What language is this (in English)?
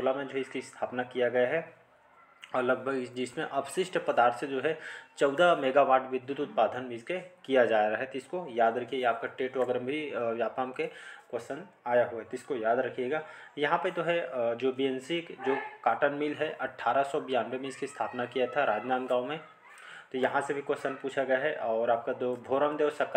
Hindi